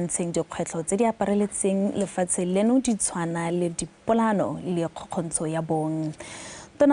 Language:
Tswana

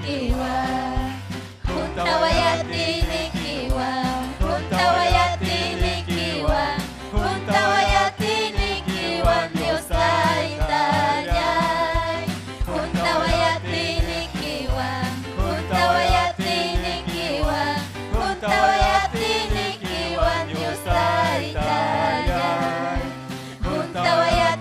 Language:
Ayacucho Quechua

